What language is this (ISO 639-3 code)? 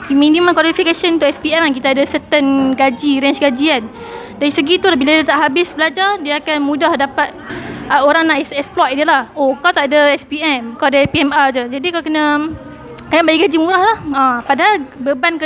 msa